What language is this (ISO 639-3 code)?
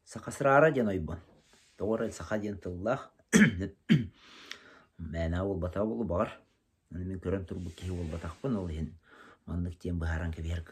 sah